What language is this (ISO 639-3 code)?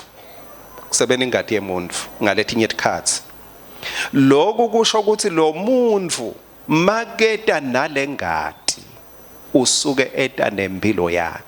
ssw